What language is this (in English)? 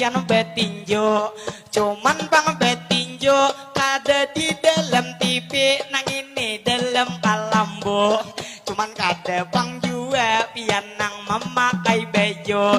Banjar